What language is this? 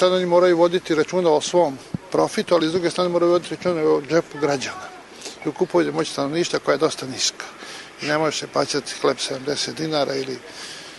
Serbian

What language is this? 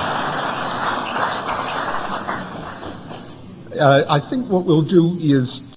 English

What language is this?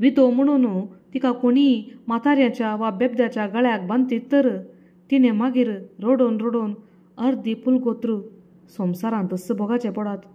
Konkani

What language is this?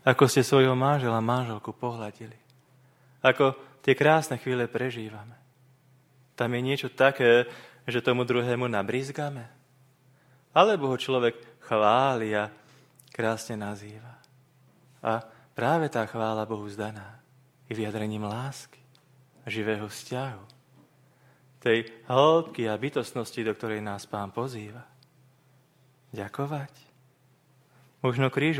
Slovak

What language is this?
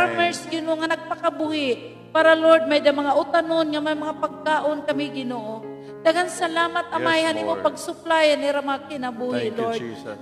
Waray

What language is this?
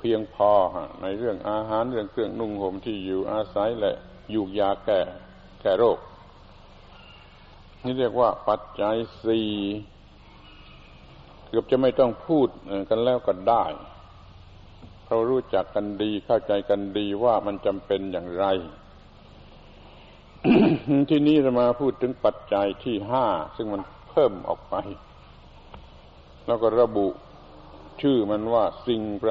Thai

